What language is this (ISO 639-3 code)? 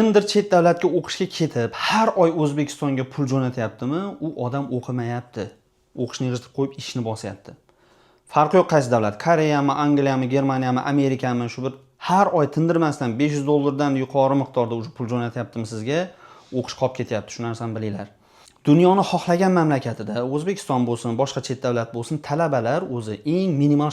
uzb